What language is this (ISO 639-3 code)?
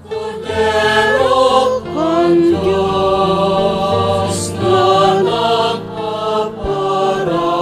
bik